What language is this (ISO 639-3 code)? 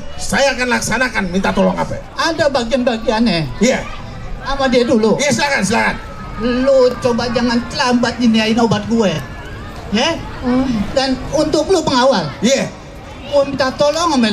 bew